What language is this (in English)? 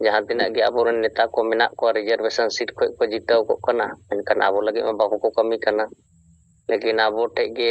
Santali